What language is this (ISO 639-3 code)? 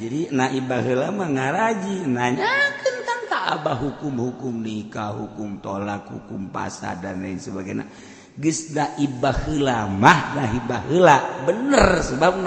sun